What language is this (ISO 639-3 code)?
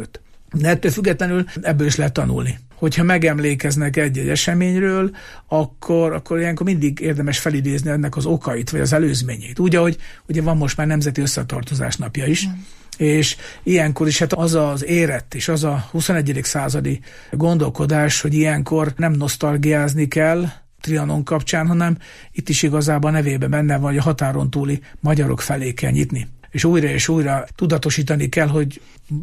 hun